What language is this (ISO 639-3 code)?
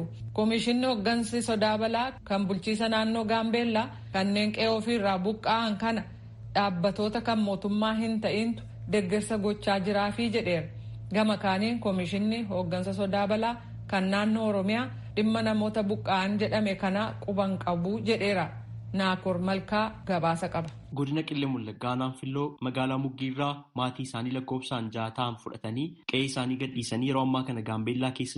orm